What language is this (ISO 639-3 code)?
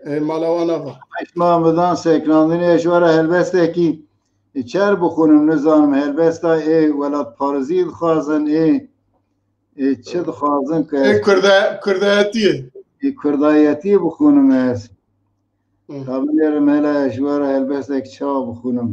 kur